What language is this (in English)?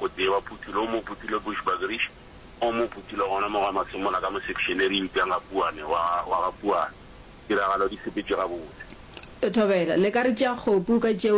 Northern Sotho